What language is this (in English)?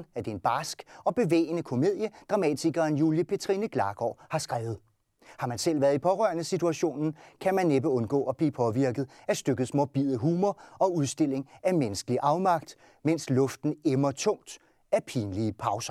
Danish